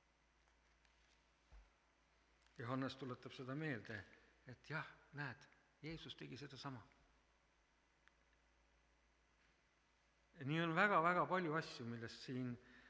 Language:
Estonian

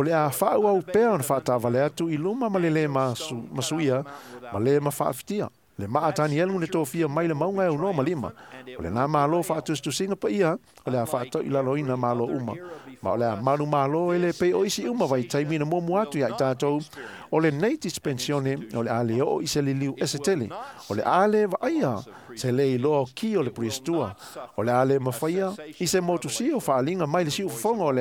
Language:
Samoan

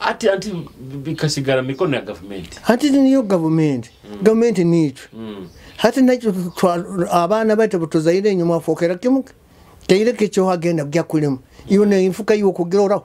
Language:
Nyoro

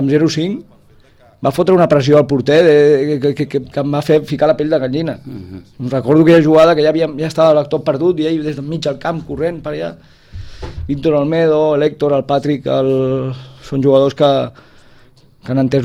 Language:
Catalan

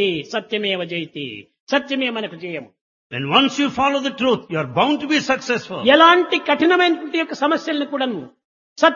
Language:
Telugu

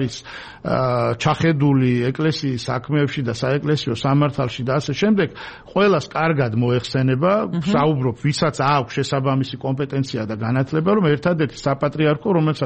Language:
Georgian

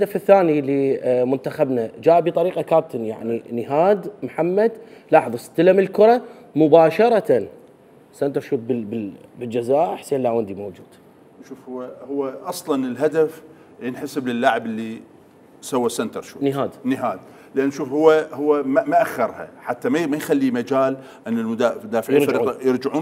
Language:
Mesopotamian Arabic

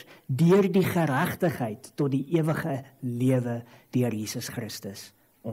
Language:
Afrikaans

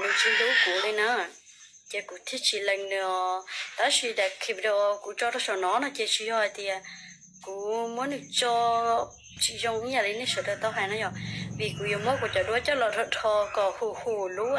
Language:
Hmong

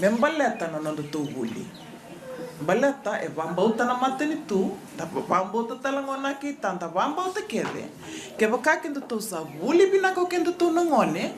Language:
Fijian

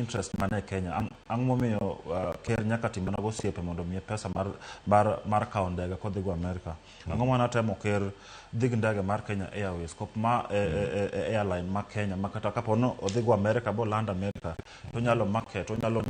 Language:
Luo (Kenya and Tanzania)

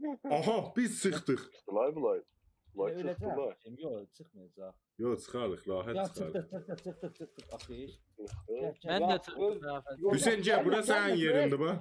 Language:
South Azerbaijani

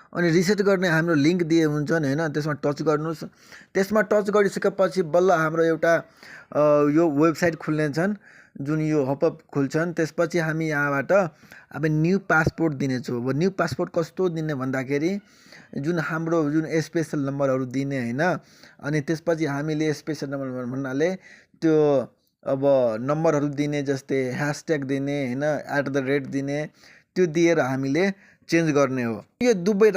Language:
Nepali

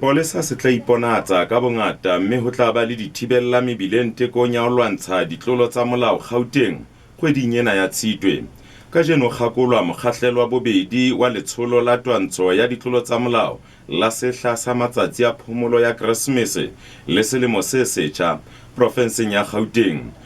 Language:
Southern Sotho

